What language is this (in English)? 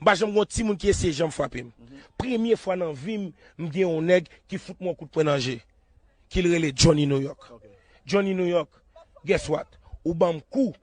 Haitian Creole